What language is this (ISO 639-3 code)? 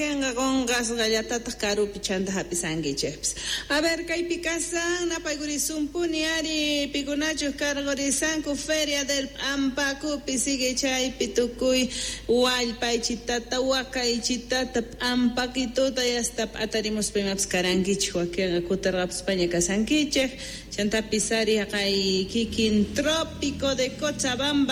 que